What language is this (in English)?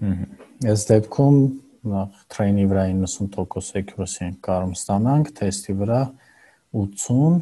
Armenian